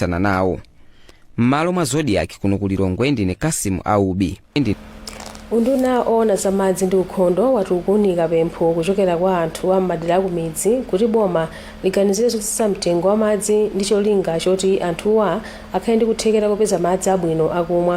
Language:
Nyanja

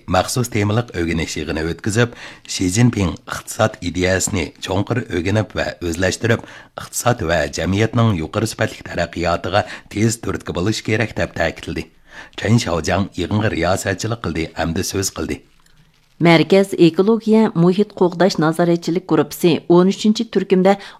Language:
Uyghur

